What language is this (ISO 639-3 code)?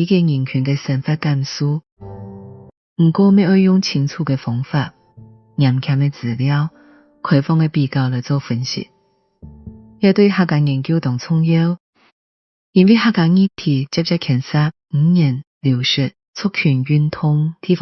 hak